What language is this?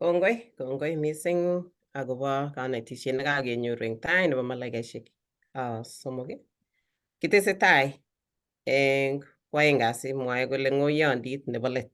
Kalenjin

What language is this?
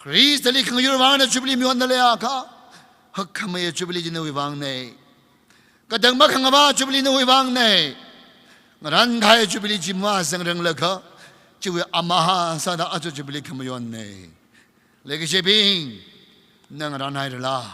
Tangkhul Naga (India)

